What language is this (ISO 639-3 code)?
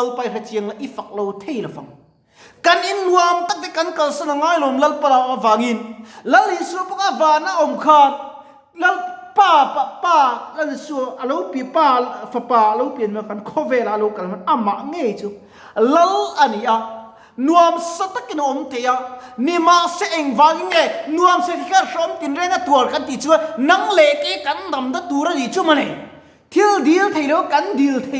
lus